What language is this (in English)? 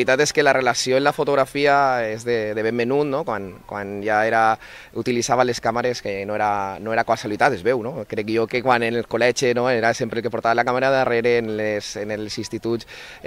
Catalan